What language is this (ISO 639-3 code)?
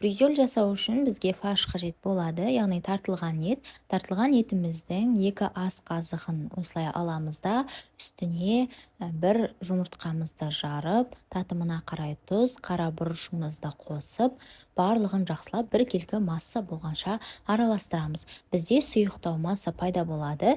kaz